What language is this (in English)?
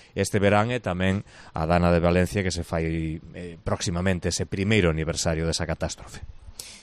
Galician